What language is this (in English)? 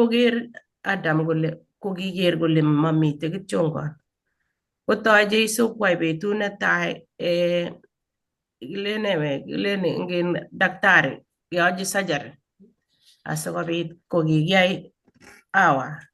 Kalenjin